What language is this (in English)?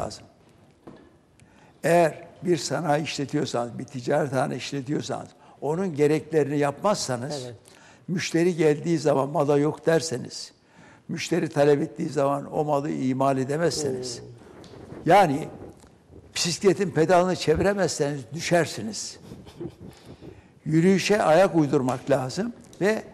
Turkish